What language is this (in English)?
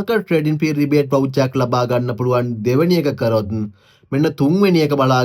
Sinhala